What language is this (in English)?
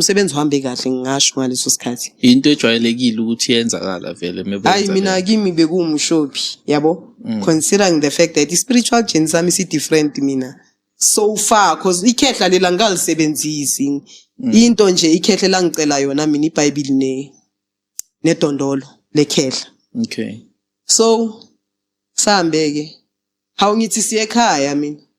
Zulu